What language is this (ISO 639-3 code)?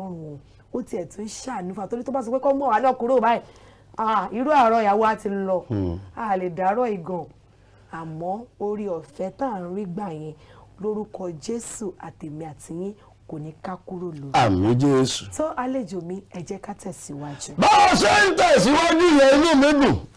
yor